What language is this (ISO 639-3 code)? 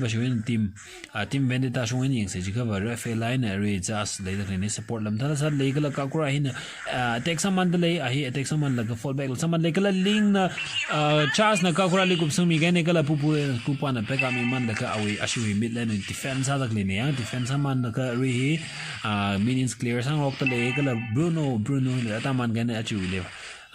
nmf